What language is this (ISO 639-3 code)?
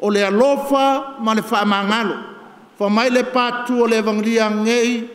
smo